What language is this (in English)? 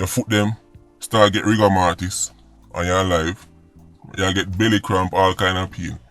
Jamaican Creole English